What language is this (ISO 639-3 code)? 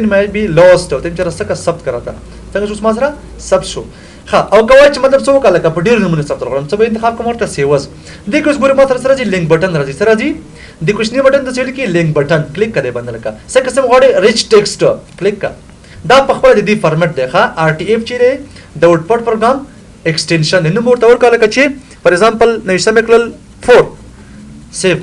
pus